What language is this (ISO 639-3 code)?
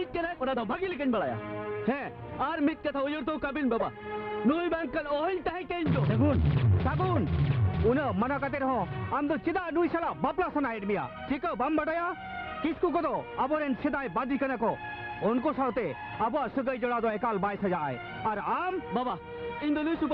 sat